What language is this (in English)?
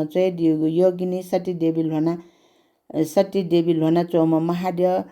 Newari